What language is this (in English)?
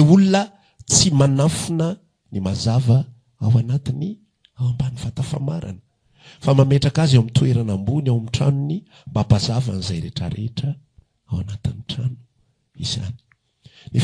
Malagasy